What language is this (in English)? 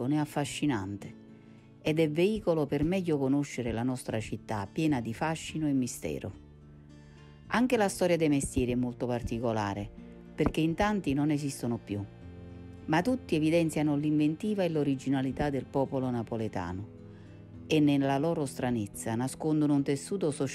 Italian